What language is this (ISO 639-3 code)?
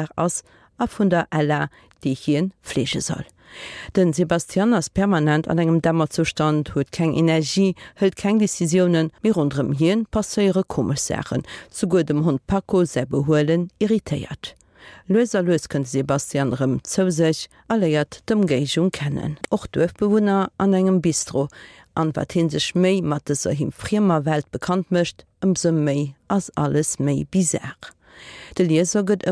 ltz